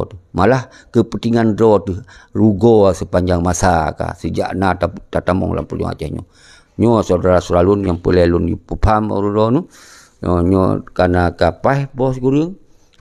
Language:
Achinese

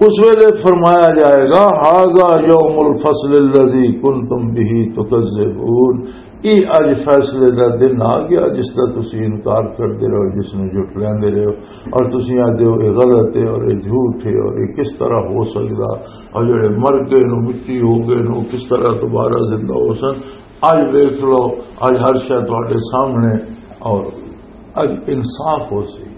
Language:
Western Panjabi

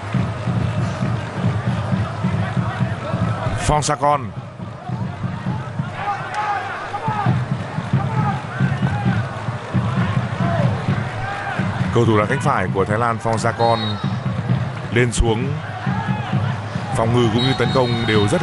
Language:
Vietnamese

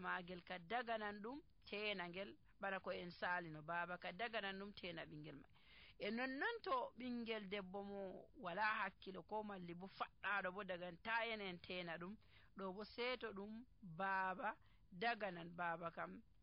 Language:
Nigerian Fulfulde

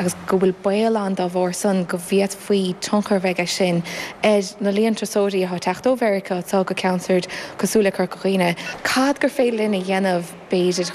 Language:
Irish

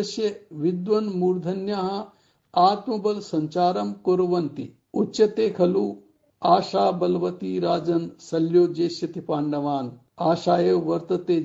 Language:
Sanskrit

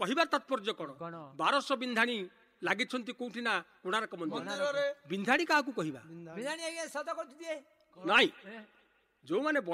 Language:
Odia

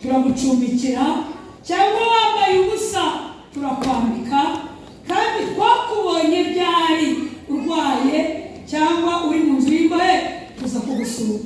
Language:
Kinyarwanda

